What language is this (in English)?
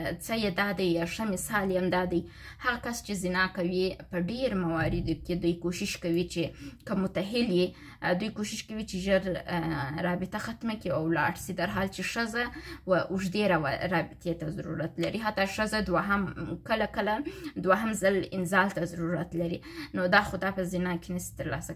Pashto